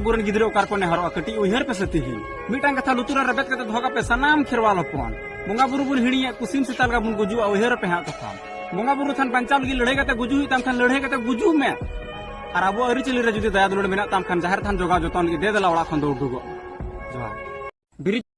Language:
Santali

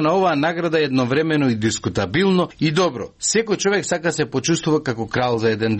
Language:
Macedonian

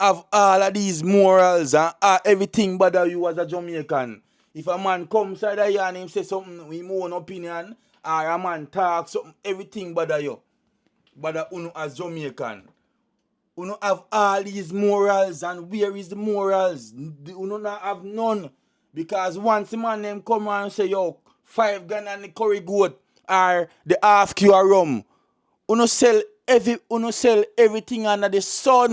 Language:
Jamaican Creole English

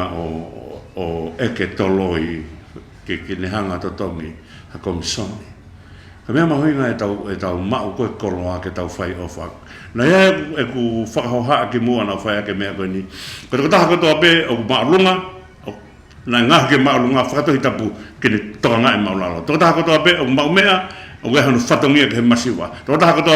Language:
Tongan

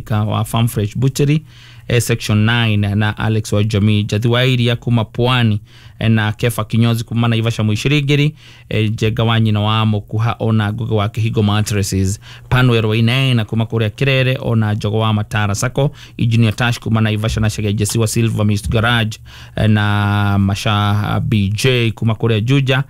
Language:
Kikuyu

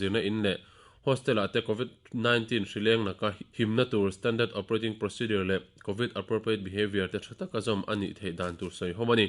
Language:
Mizo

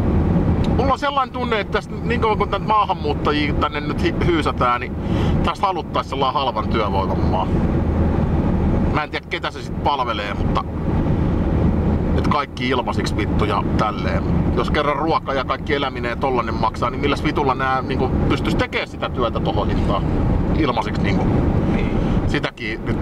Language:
Finnish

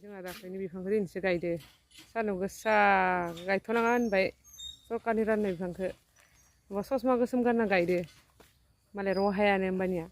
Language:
Bodo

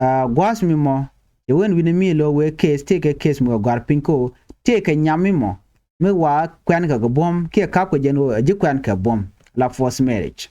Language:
Nuer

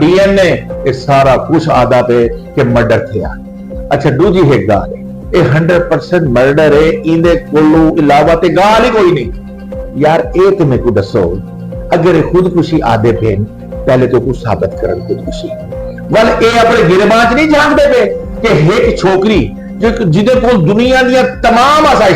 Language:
Saraiki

